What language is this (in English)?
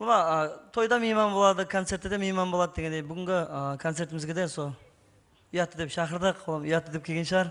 Kara-Kalpak